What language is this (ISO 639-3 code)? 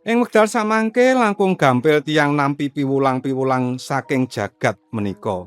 jav